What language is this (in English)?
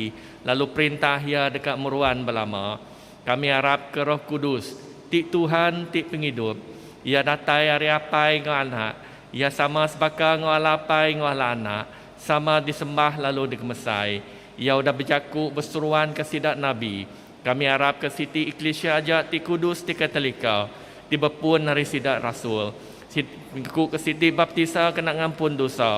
Iban